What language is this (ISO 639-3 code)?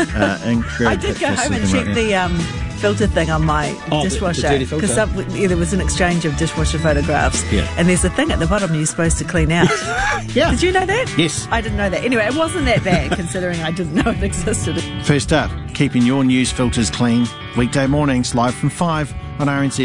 eng